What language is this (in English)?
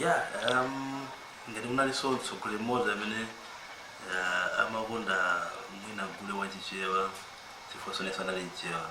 Nyanja